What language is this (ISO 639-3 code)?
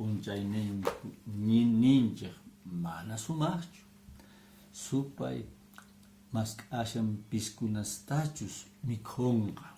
que